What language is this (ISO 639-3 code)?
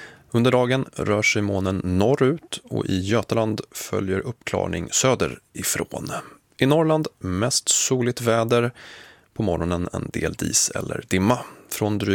swe